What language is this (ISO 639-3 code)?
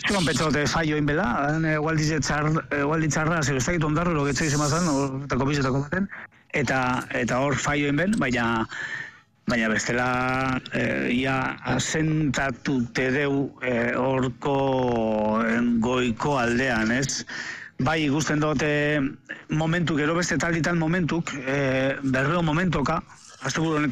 eus